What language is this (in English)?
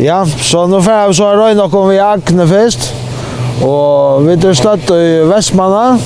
Faroese